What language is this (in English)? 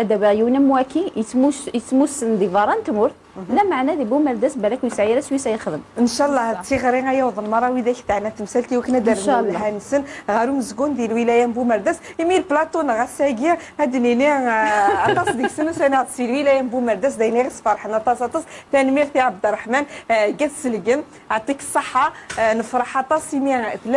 Kabyle